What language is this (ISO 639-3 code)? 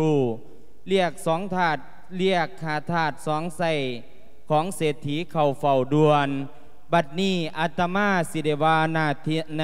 lao